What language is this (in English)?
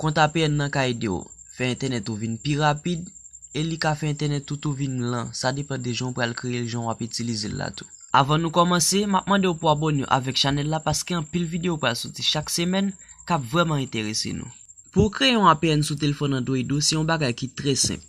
Haitian Creole